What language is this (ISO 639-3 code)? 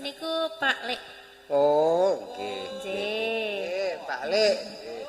jav